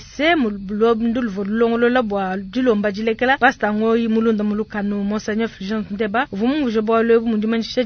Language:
Luba-Lulua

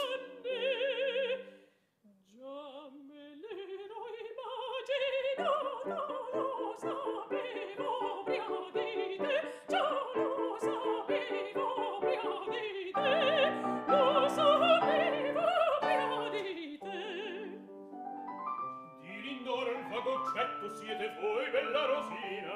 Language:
Italian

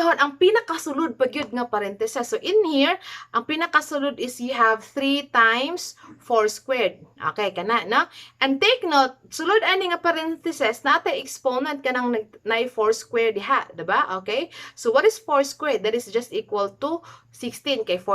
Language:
Cebuano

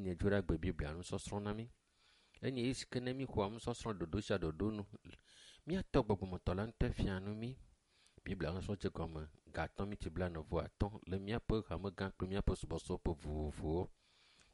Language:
Ewe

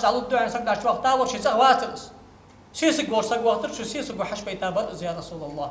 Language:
Ingush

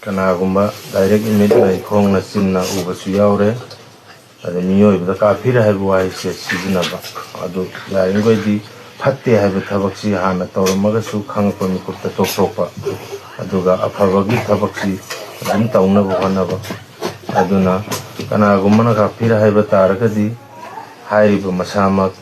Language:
Manipuri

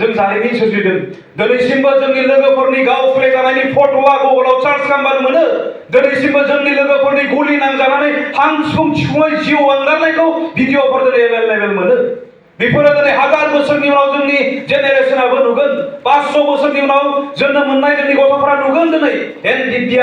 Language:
Bodo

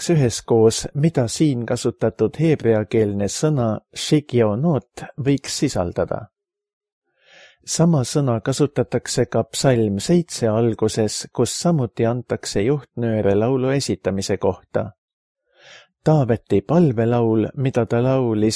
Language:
Estonian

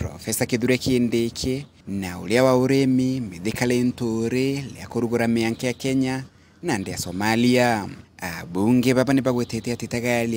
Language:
Meru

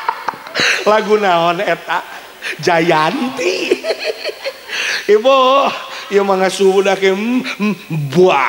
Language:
Sundanese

